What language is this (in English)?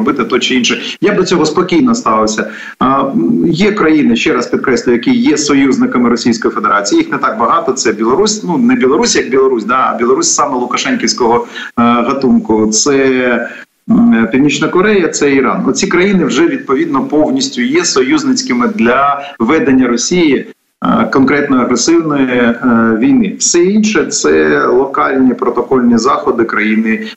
Ukrainian